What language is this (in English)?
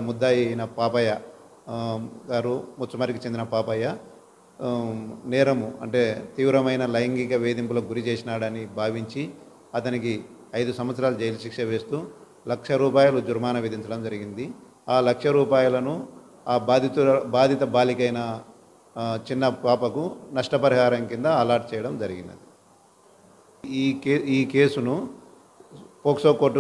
Telugu